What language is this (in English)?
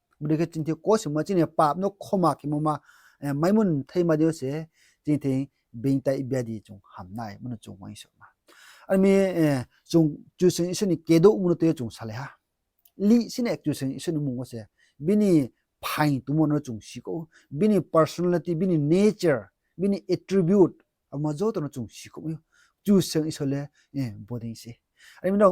Riang (India)